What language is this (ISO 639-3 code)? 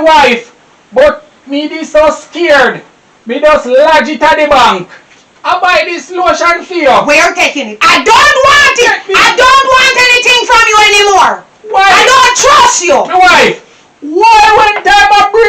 jam